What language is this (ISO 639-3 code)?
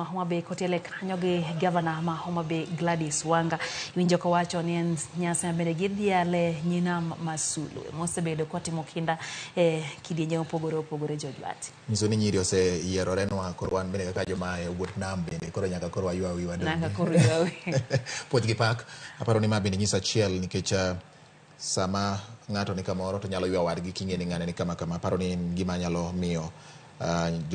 luo